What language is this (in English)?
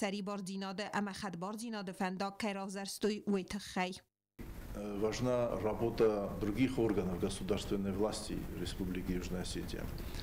Ossetic